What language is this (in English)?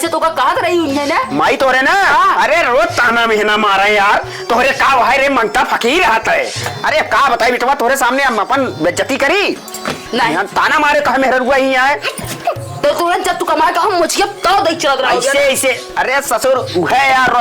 Awadhi